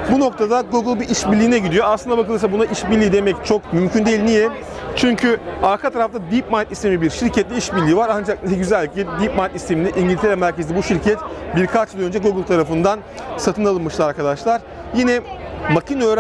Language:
Turkish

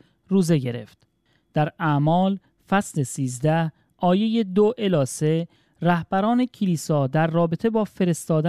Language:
Persian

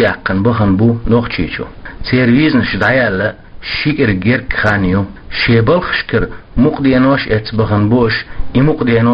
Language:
Chechen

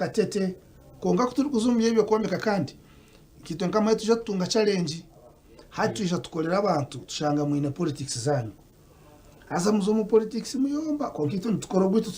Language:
Nyankole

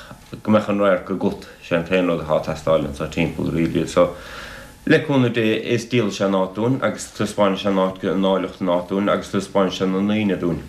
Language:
Irish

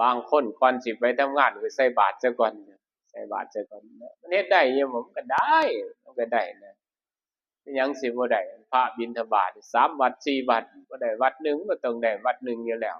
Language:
Northeastern Thai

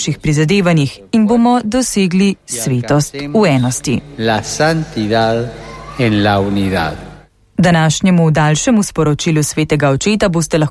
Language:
Slovenian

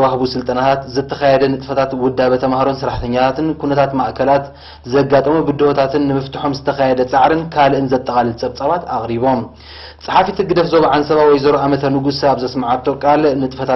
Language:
Tigrinya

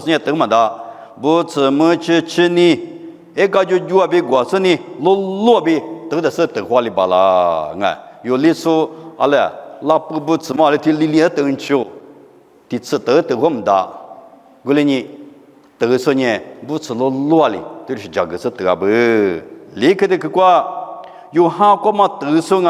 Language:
Lisu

